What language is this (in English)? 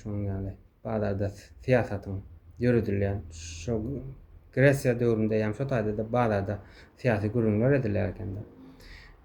Turkmen